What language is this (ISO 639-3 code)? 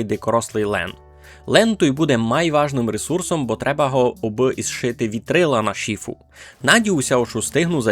rue